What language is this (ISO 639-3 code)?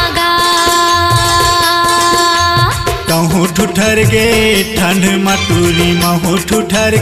hne